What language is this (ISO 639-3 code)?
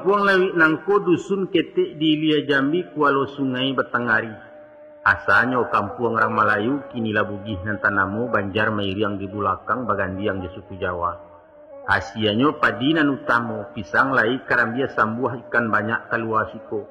min